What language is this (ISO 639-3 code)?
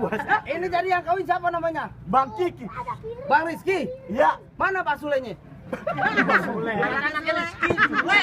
bew